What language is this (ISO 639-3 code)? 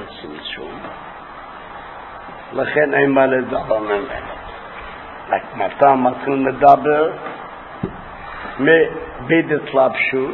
heb